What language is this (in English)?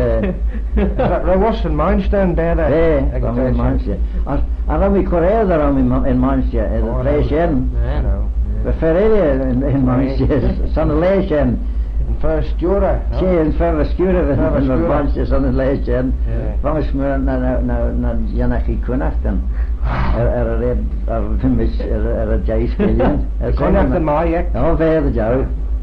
Manx